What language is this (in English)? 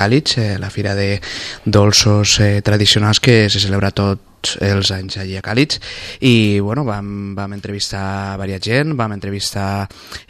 Catalan